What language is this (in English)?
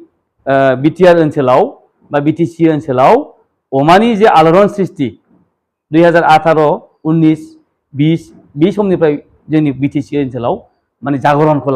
Bodo